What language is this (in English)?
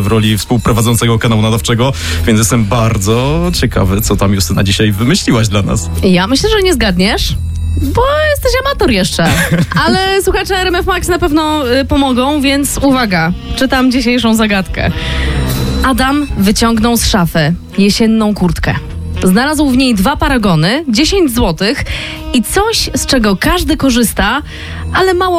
Polish